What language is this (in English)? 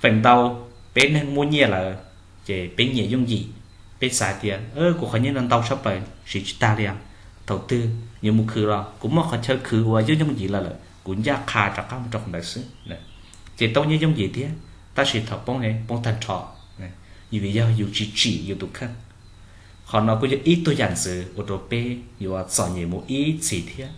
Hmong